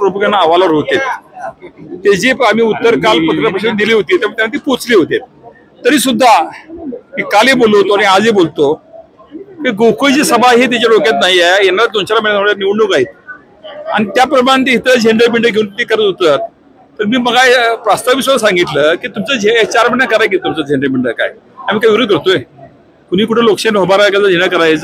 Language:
Marathi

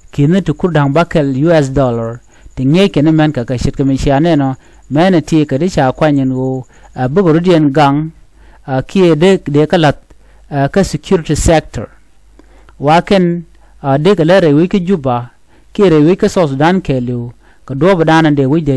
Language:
Nuer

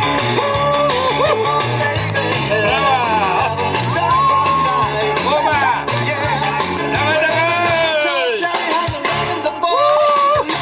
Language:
Chuvash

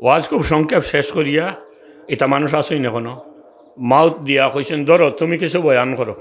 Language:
Sylheti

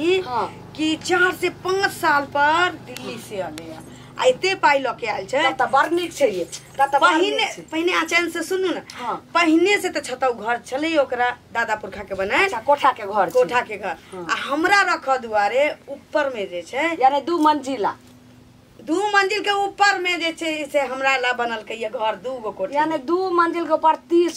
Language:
Maithili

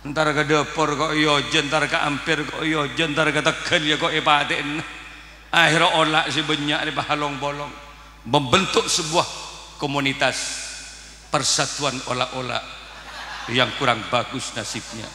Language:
Madurese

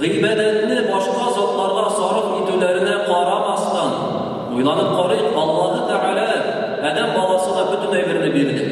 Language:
Tatar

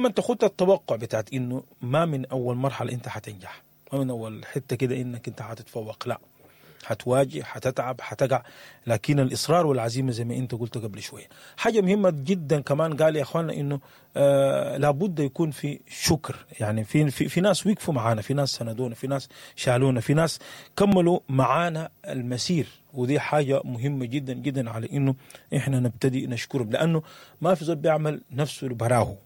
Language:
Sudanese Arabic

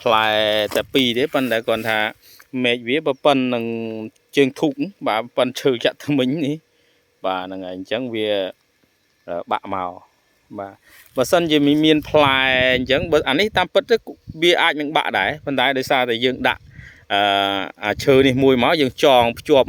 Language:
Khmer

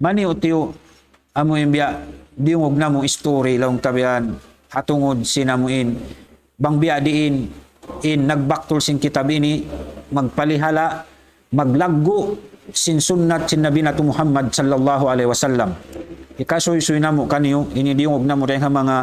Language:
Tausug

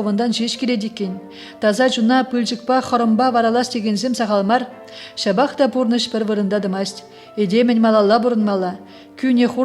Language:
Chuvash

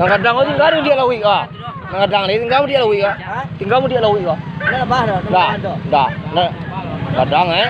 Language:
Minangkabau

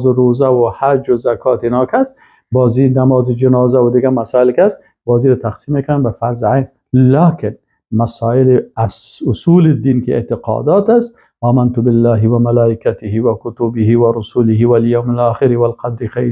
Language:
Persian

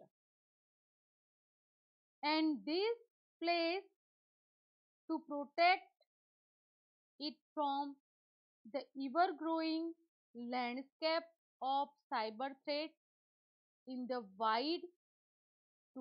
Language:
Gujarati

